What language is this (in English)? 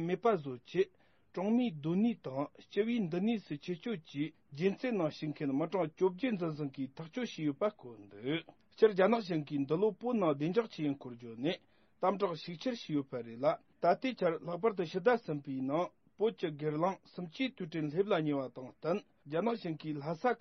Tibetan